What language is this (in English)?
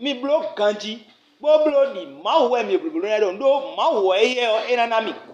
Fon